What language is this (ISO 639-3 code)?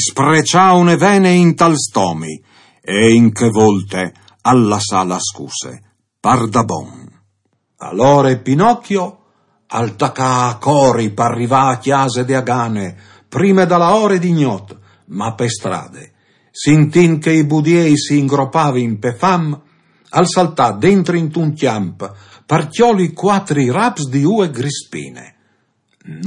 fur